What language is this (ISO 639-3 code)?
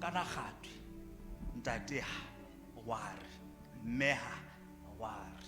tsn